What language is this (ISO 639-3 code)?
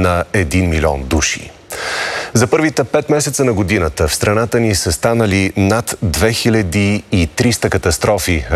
bul